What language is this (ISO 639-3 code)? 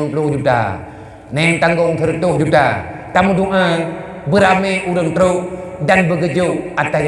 ace